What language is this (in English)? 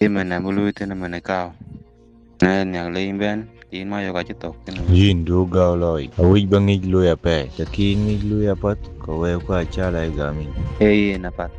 Dinka